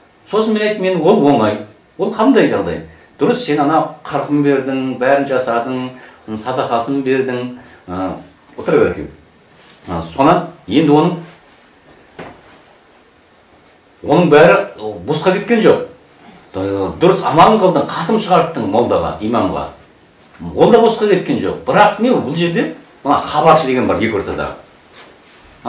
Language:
Kazakh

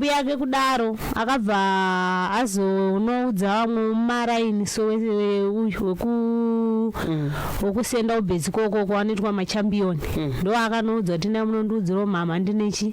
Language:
Shona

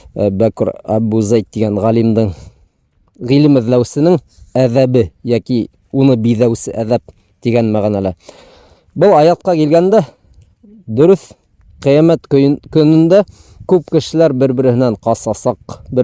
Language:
Bashkir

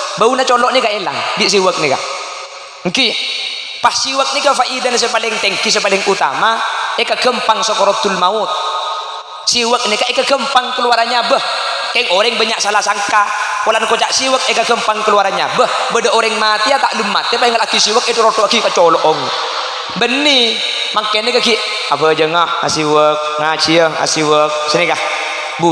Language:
Madurese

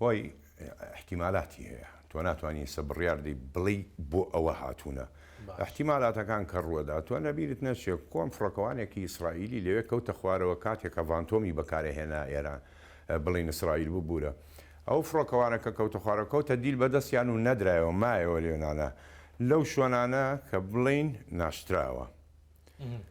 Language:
Central Kurdish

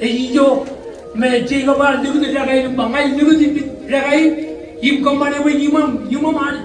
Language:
Marshallese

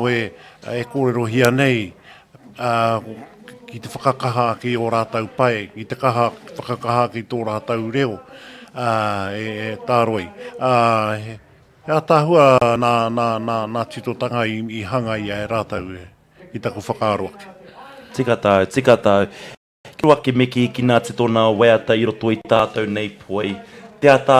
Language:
Māori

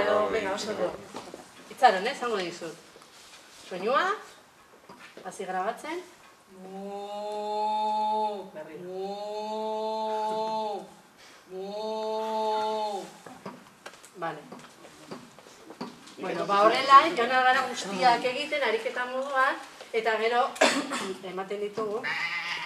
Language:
Basque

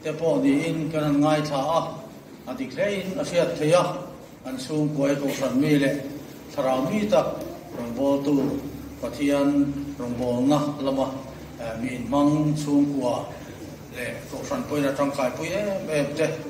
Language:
Mizo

